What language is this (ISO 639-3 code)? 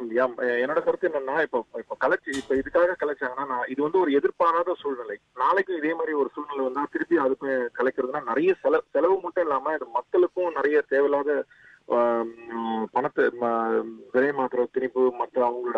tam